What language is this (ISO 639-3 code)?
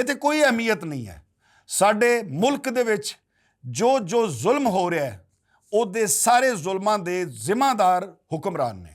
lah